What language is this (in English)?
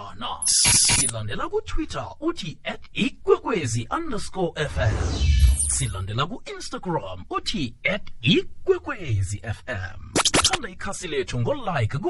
South Ndebele